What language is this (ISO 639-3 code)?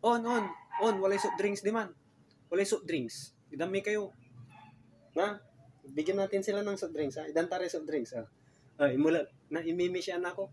pag